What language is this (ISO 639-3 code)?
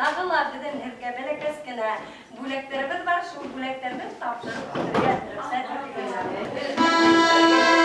bak